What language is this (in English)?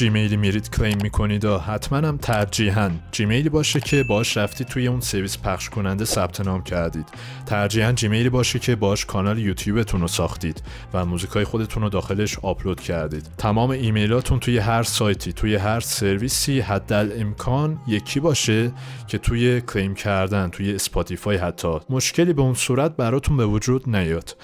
Persian